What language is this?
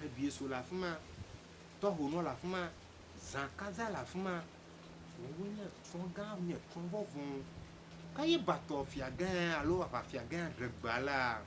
Ewe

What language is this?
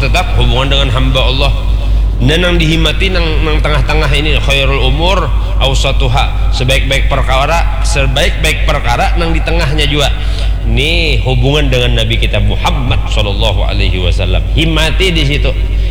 Banjar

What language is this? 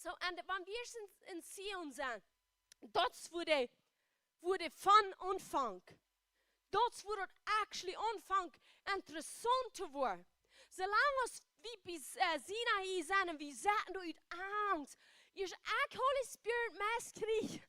Plautdietsch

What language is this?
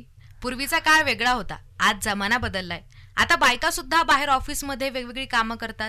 Marathi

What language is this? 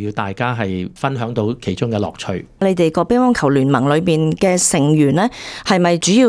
Cantonese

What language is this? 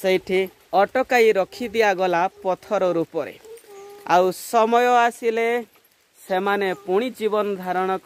Odia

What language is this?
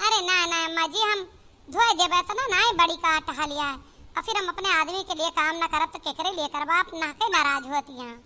Awadhi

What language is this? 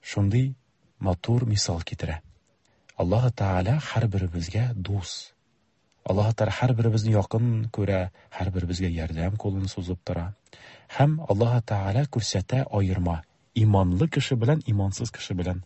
Tatar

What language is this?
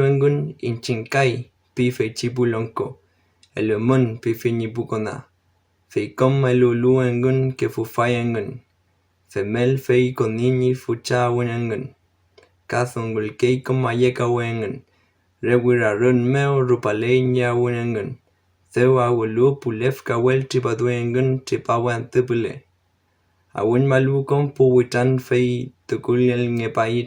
Mapuche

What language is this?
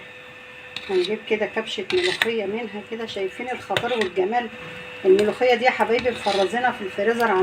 Egyptian Arabic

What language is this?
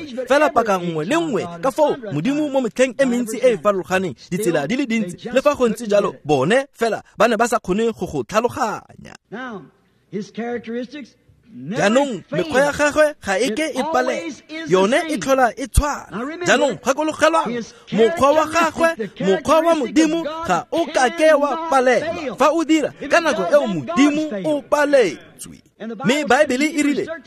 Tswana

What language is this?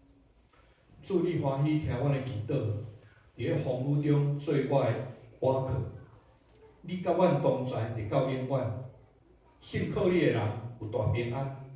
Min Nan Chinese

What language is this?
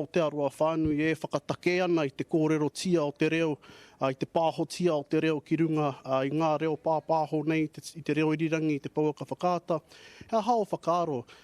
Māori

